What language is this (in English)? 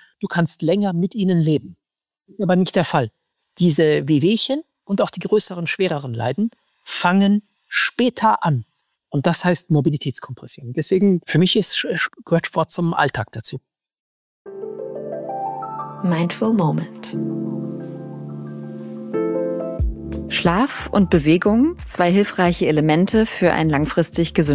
German